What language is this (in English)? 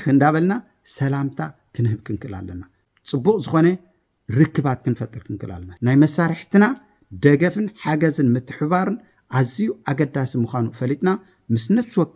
Tigrinya